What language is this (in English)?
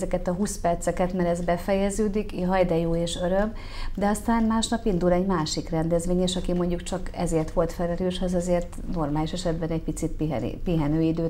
Hungarian